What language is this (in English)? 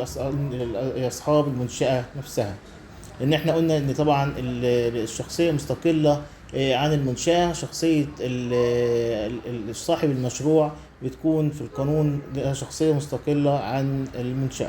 Egyptian Arabic